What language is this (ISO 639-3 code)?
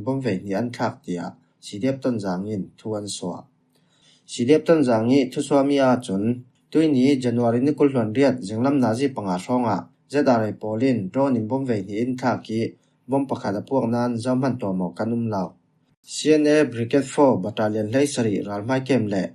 cfm